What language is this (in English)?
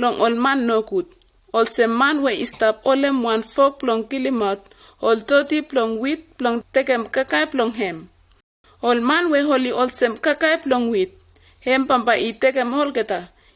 Bislama